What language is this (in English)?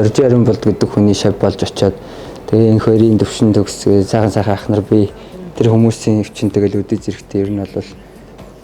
Mongolian